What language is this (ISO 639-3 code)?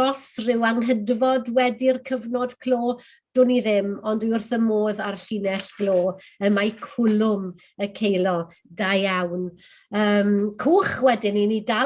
cym